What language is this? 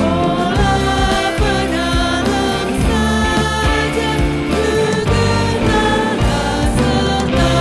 Batak Karo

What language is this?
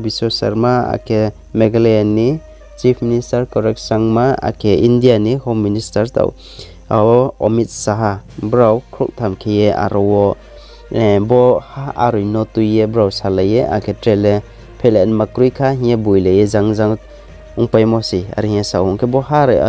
Riang (India)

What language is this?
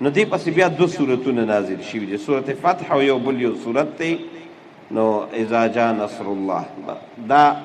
Pashto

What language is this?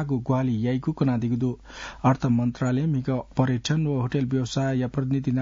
Newari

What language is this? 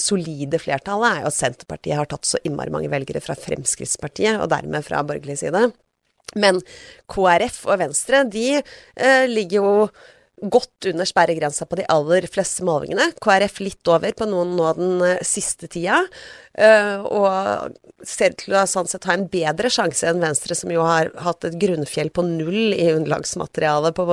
Norwegian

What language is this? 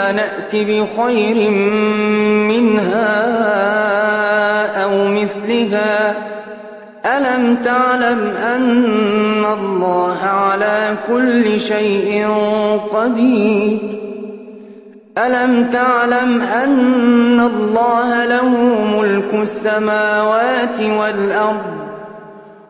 Arabic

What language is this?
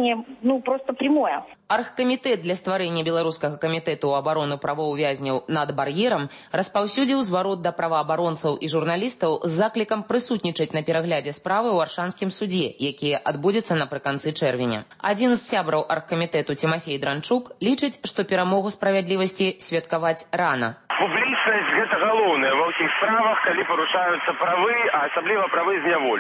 Belarusian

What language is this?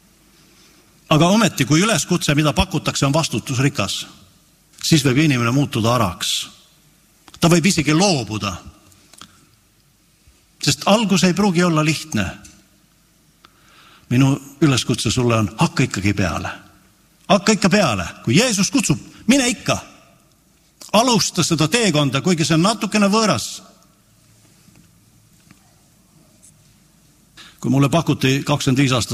Estonian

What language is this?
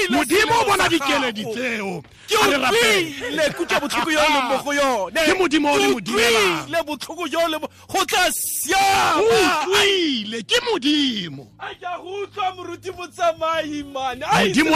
Tswana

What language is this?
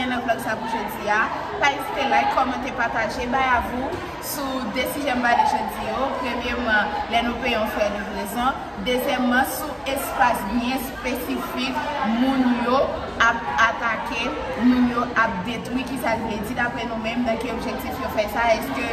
Haitian Creole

